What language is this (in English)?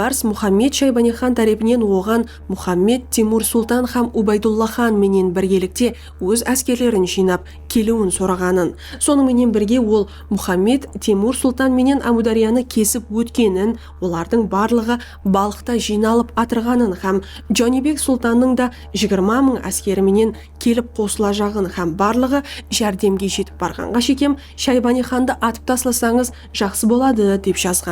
Kara-Kalpak